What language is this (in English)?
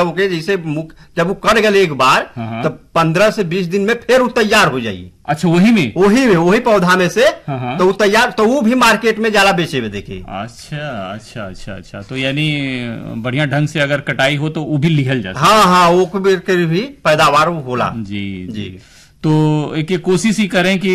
Bhojpuri